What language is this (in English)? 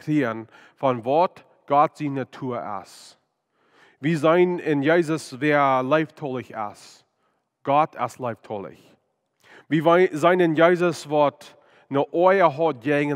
Plautdietsch